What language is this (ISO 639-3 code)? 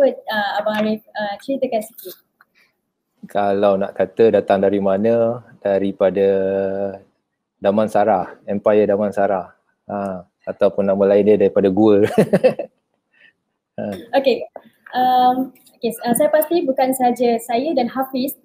msa